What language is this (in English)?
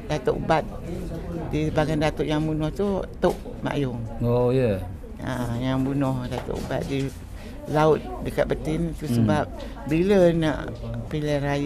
Malay